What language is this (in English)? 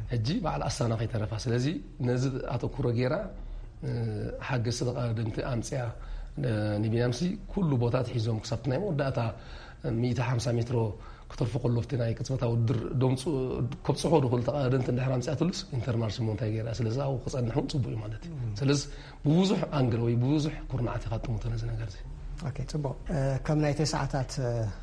Tigrinya